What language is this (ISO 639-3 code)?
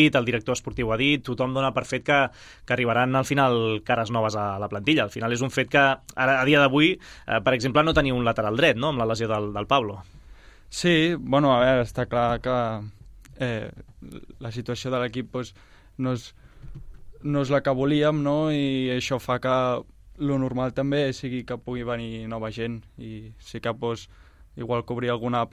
cat